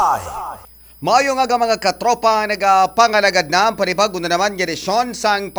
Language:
Hiligaynon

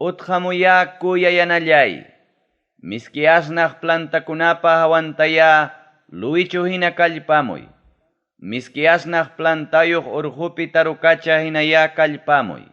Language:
Ayacucho Quechua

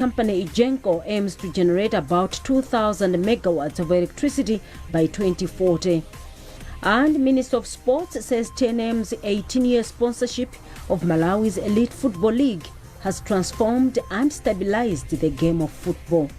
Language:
English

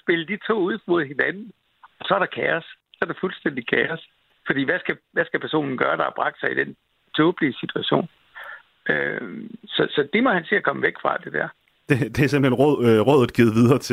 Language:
Danish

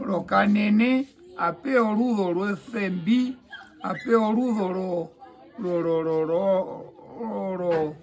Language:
Herero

